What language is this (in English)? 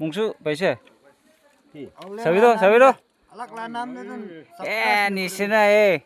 Naga Pidgin